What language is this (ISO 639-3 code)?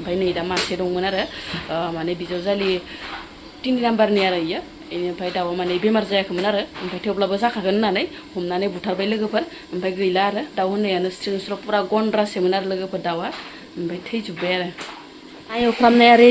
brx